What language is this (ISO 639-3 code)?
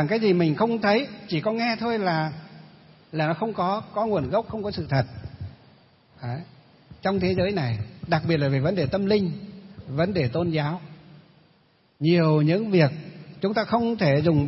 vie